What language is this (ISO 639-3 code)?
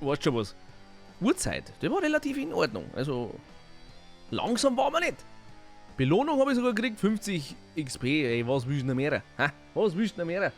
bar